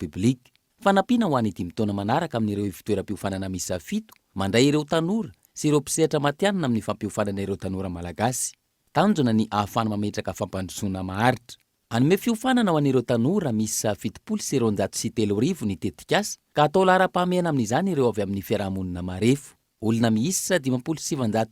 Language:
Malagasy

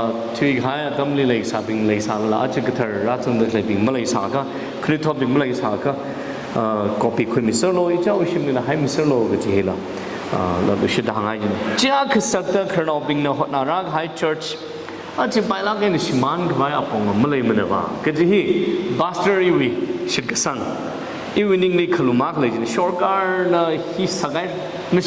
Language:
Tangkhul Naga (India)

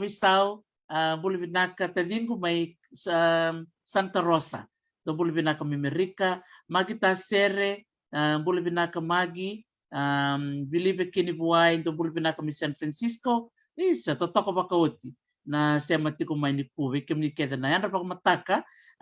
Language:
Fijian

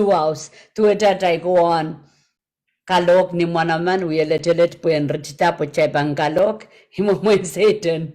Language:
Pohnpeian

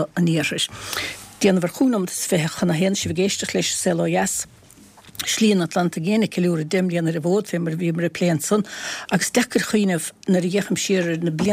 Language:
Irish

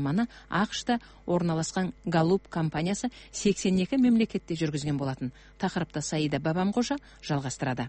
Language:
Kazakh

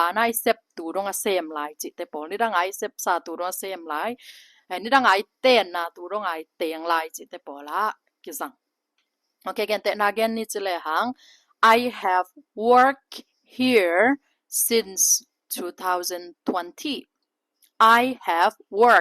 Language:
Tedim Chin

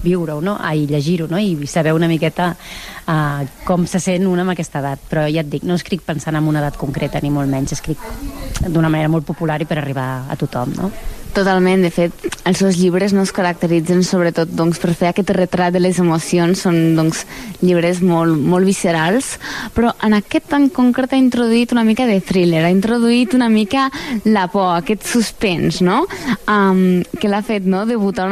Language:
Catalan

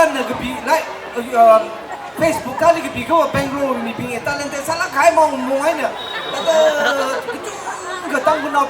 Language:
Tangkhul Naga (India)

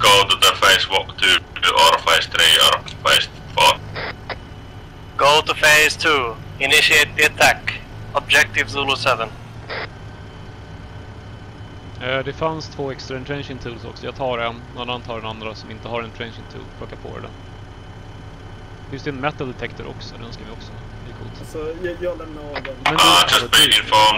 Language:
Swedish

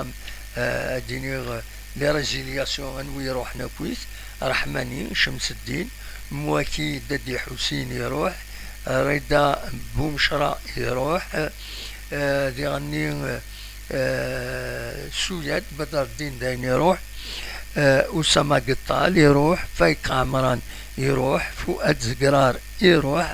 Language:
Kabyle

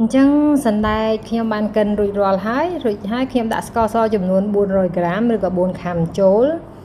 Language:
Khmer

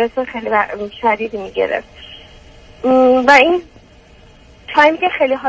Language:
Persian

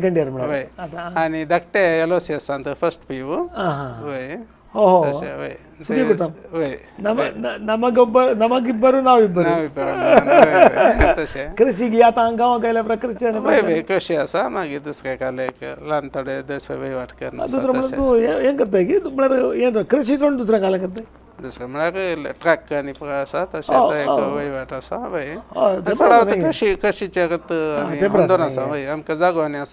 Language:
Konkani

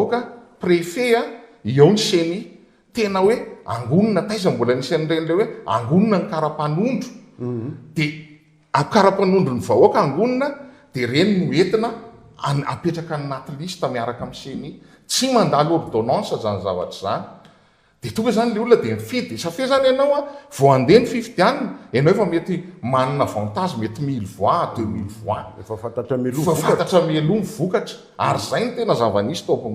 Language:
Malagasy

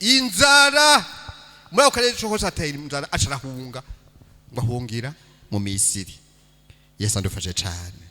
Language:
Rundi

